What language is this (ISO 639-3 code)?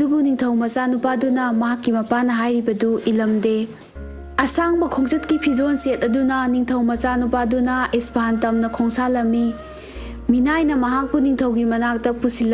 mni